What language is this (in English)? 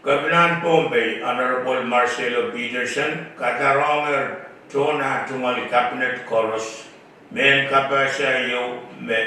Pohnpeian